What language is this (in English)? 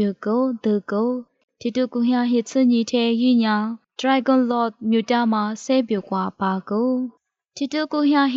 Lisu